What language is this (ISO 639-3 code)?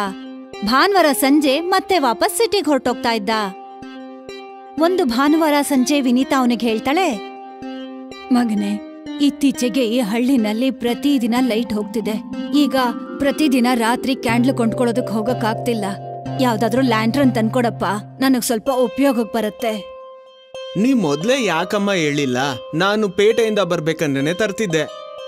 kan